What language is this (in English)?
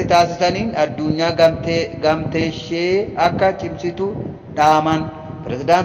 Oromo